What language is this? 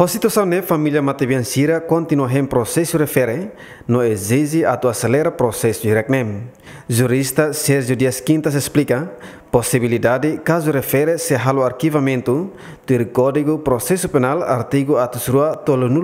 Tetum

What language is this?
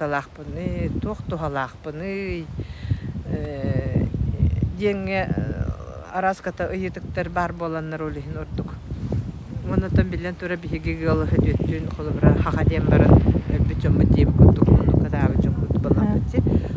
Yakut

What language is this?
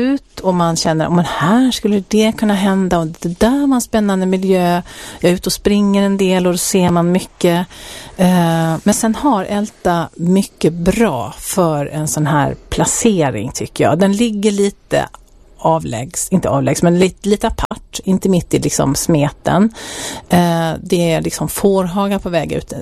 Swedish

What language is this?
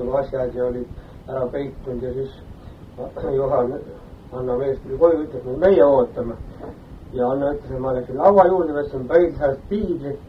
Estonian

